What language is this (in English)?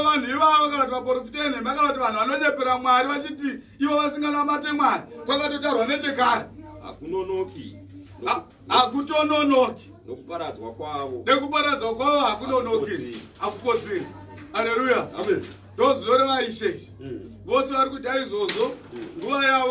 Shona